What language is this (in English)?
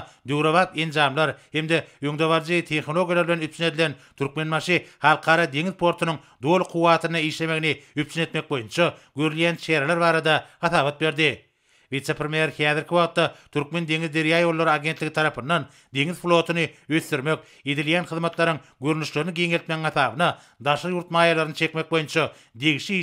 Turkmen